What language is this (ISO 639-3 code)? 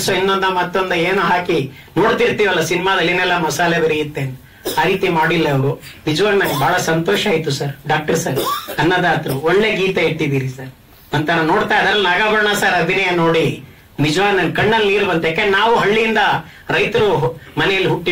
kan